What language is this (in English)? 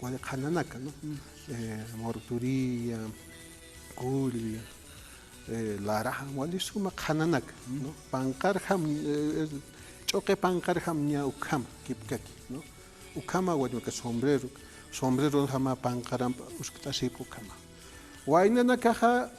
Aymara